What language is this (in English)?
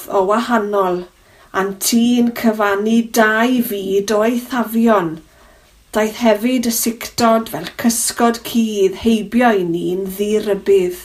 Welsh